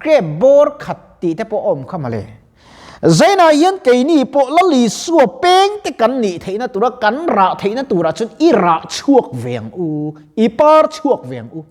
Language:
Mizo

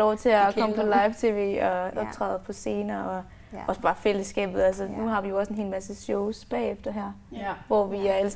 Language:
Danish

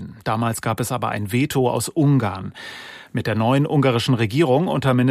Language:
German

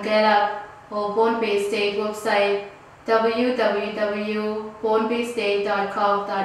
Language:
Pohnpeian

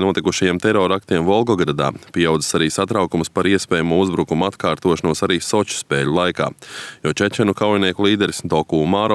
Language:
Latvian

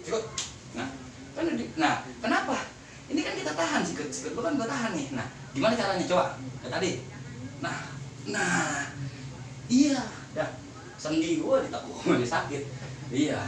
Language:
Betawi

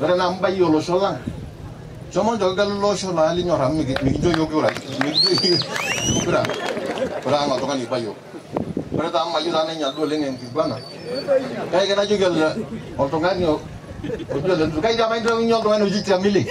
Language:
Masai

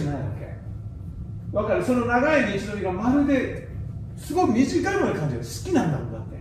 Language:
Japanese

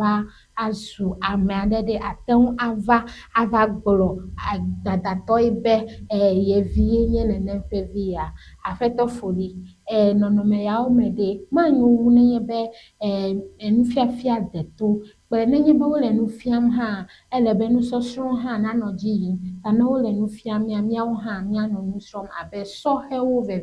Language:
Ewe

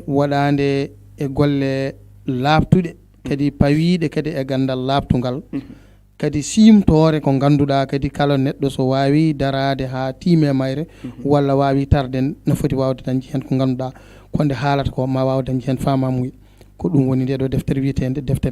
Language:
Fula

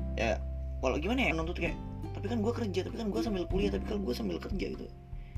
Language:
Indonesian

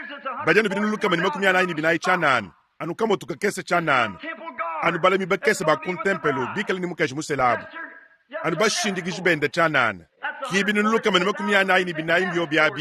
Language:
Luba-Lulua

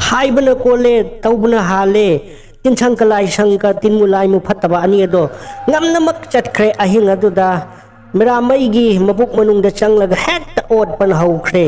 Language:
Manipuri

